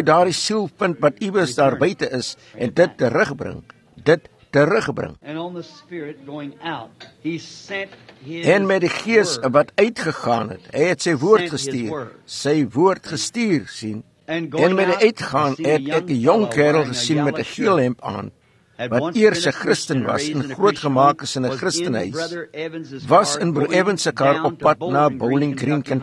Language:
Afrikaans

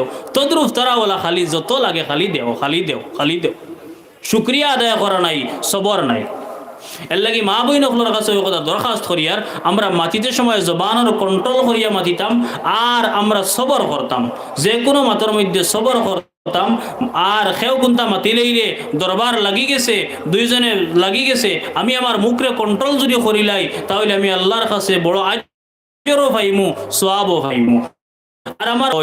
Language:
Sylheti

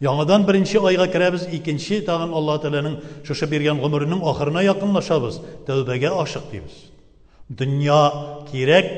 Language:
Tatar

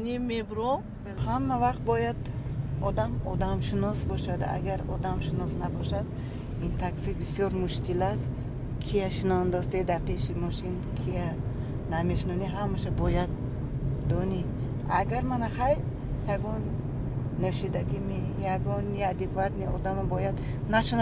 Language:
Tajik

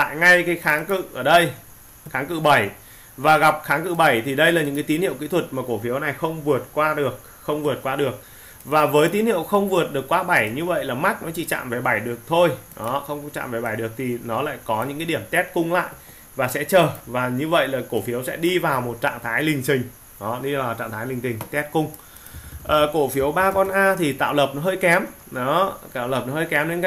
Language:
Vietnamese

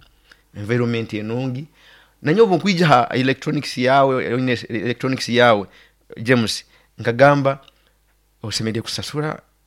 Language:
Nyoro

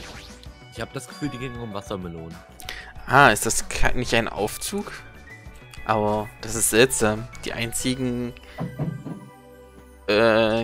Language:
German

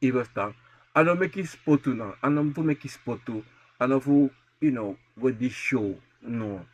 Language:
Sranan Tongo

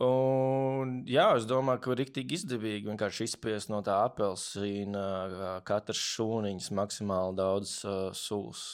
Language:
Latvian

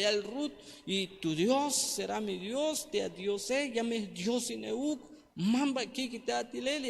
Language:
Tzeltal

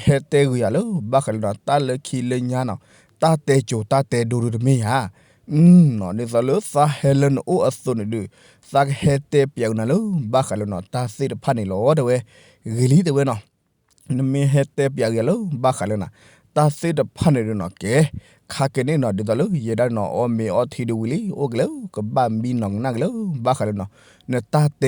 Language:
S'gaw Karen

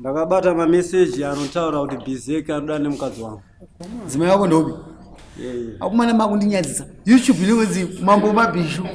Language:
Shona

